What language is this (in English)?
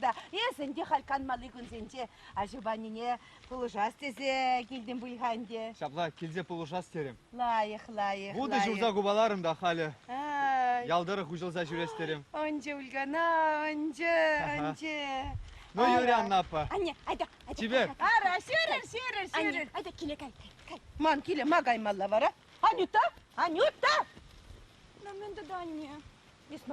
Chuvash